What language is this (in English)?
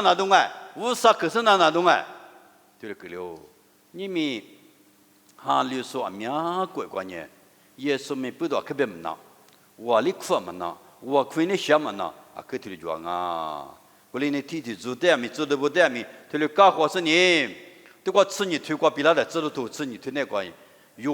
Lisu